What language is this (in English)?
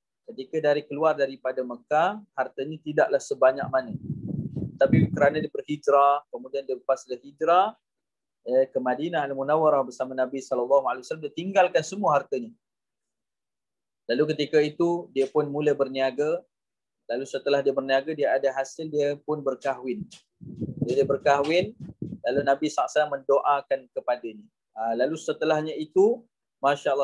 Malay